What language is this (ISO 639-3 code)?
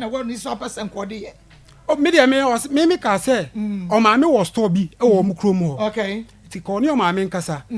aka